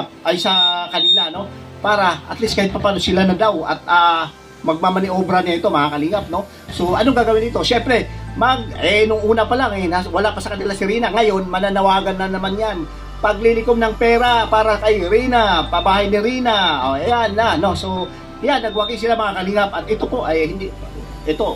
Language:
Filipino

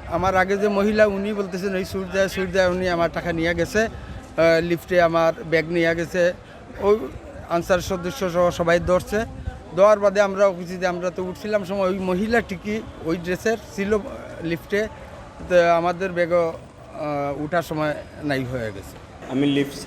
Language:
Sylheti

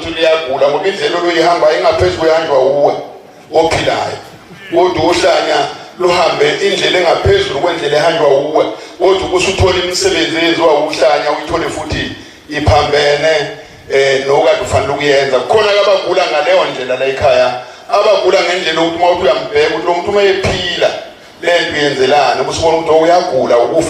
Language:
Zulu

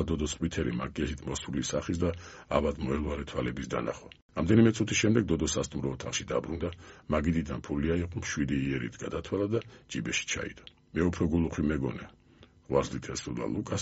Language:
Georgian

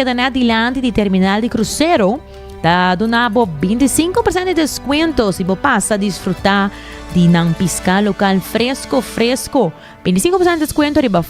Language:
Papiamento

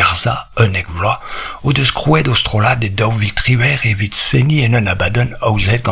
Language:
Breton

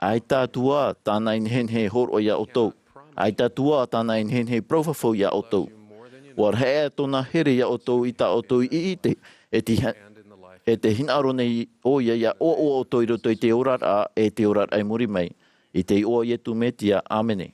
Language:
Tahitian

